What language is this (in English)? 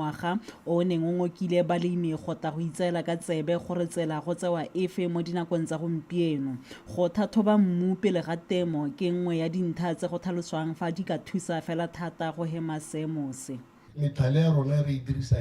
Tswana